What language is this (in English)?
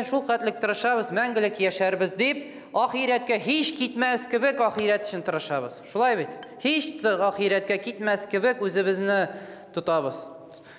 Tatar